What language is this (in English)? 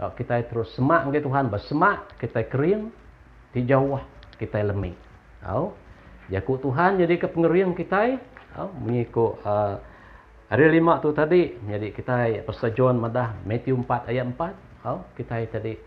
Iban